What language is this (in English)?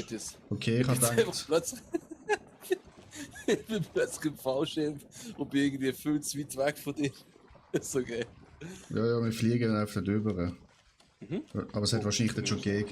Swiss German